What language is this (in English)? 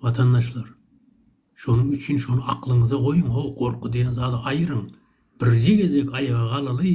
Turkmen